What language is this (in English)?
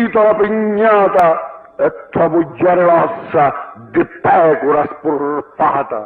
Sicilian